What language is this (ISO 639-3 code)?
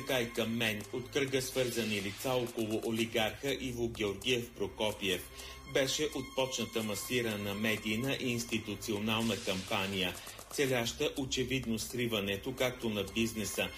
bul